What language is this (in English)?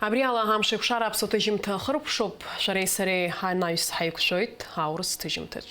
Abkhazian